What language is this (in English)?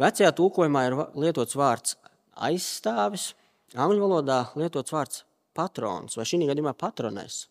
Latvian